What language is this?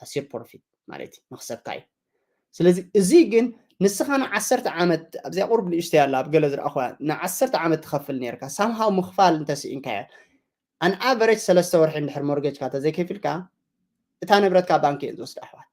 Tigrinya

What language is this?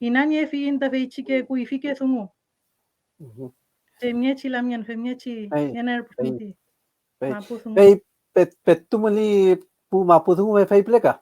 Mapuche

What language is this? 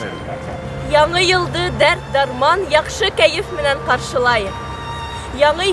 Bashkir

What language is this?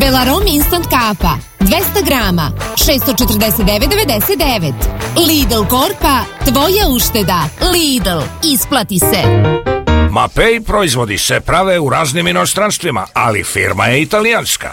Serbian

